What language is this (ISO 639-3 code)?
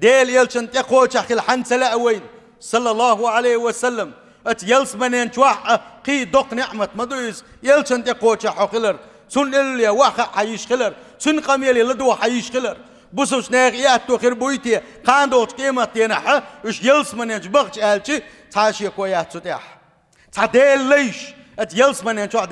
che